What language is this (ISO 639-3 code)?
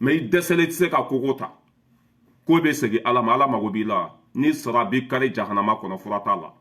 bam